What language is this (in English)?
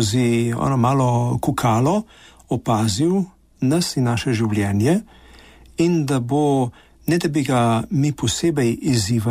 Slovenian